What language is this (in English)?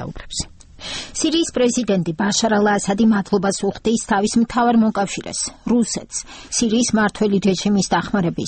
Georgian